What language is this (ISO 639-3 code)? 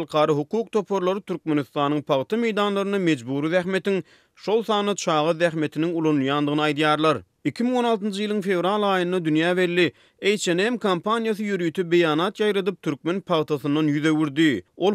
tuk